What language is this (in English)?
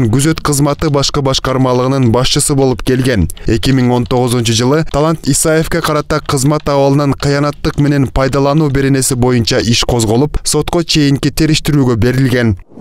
Kyrgyz